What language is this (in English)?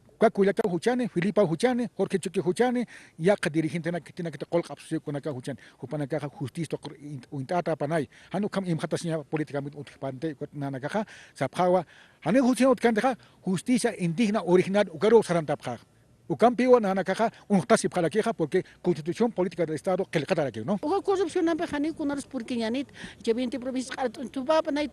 Aymara